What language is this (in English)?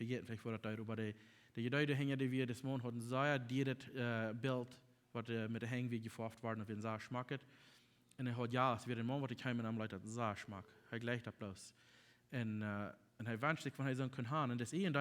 Plautdietsch